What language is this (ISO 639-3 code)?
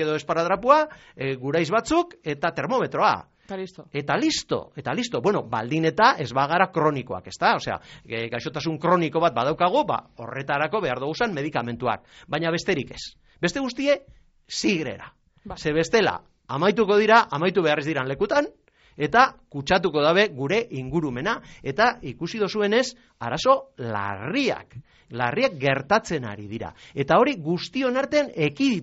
eus